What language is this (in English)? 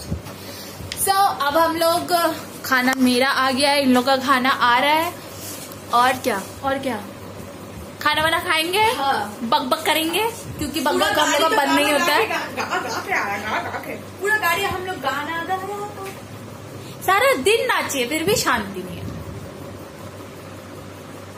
Hindi